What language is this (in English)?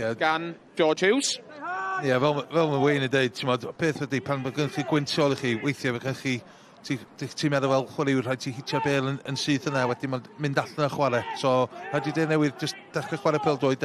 Welsh